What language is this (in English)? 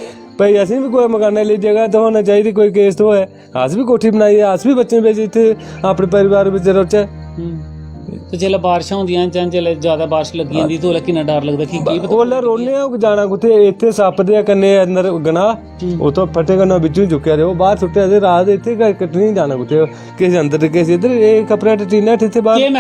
Dogri